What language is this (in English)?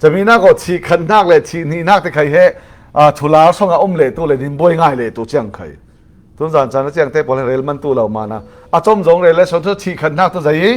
Falam Chin